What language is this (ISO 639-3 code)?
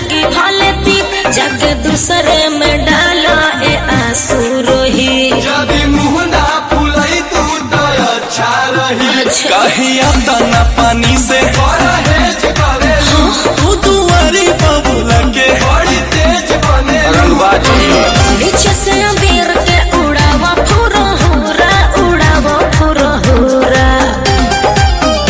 bho